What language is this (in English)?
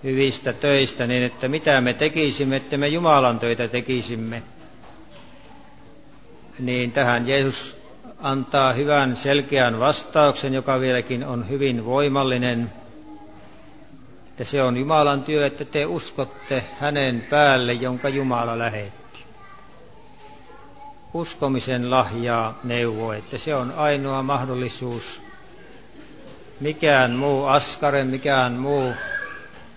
Finnish